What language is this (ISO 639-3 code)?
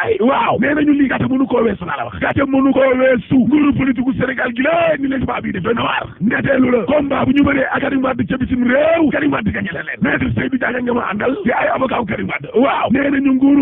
wol